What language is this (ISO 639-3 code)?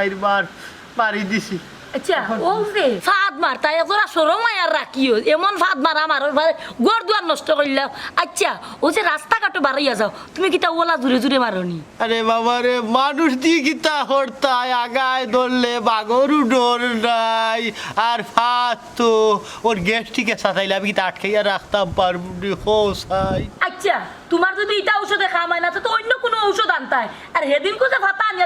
syl